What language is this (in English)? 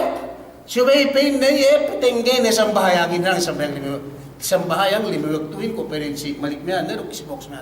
Yakan